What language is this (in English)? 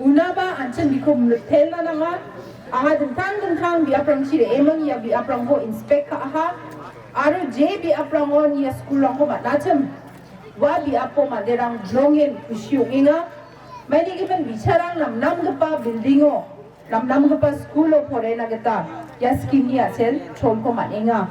Garo